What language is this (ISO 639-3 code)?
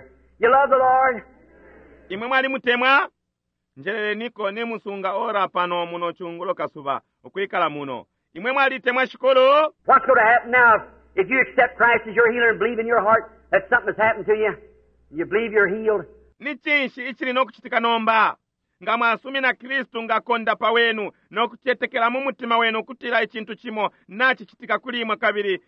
bem